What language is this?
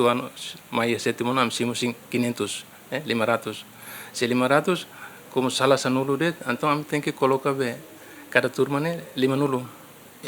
Tetum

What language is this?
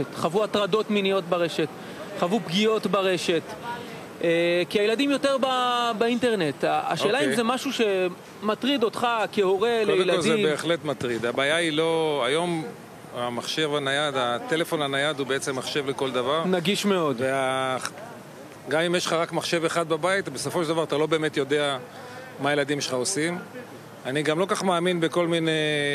Hebrew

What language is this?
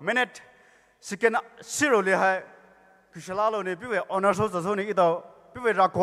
Poumei Naga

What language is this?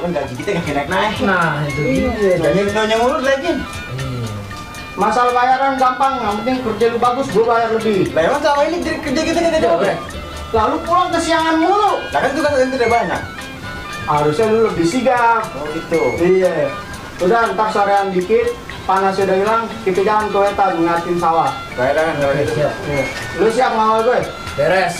Betawi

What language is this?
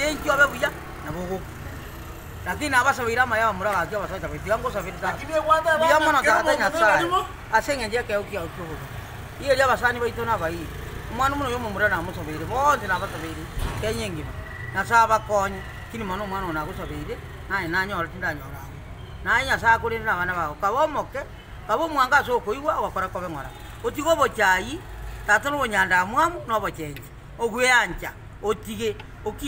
Gusii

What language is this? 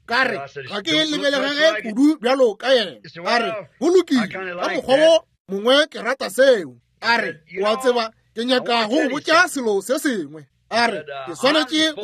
Northern Sotho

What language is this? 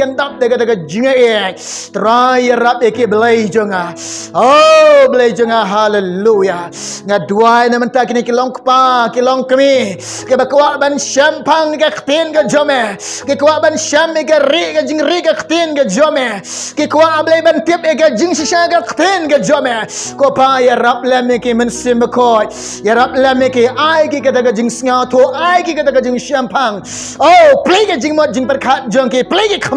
Khasi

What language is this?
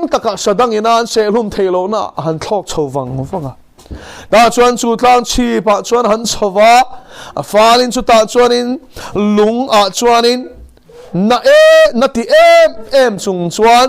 Mizo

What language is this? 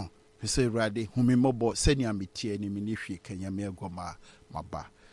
Akan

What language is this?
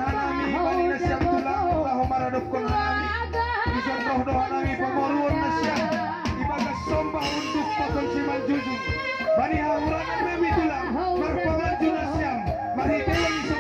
Batak Simalungun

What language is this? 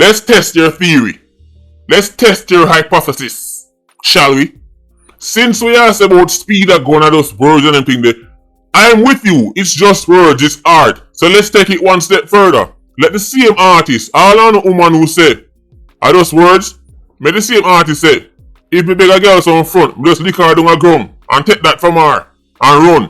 Jamaican Creole English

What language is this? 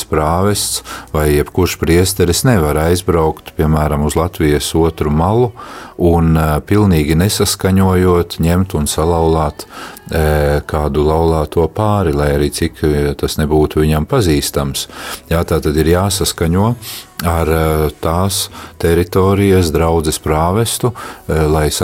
Latvian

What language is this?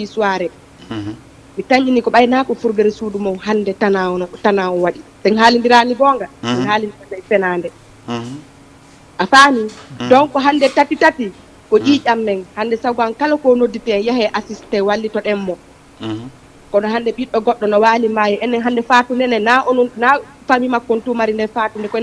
Fula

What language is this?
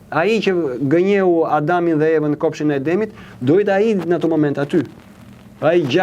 Albanian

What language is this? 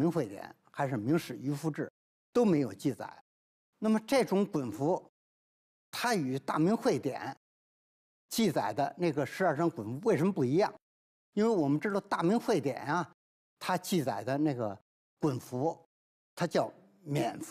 Chinese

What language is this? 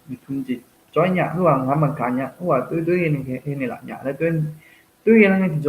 Akha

